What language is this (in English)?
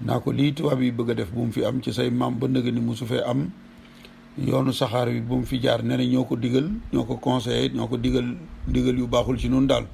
Wolof